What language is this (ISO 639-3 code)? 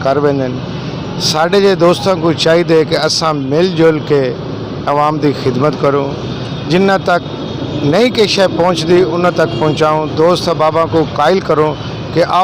skr